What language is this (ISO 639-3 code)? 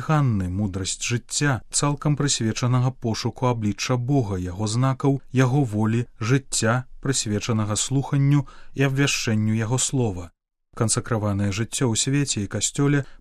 bel